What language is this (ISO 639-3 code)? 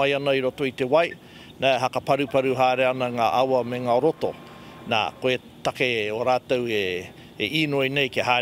mri